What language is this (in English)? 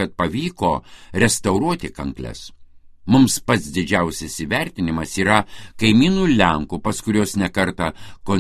Lithuanian